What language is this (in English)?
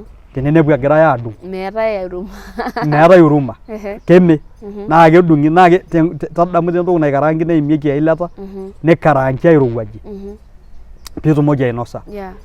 Masai